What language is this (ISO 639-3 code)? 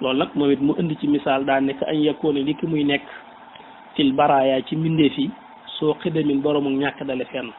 wol